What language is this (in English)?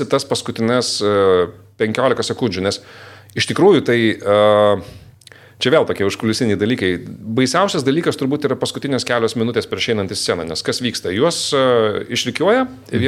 Lithuanian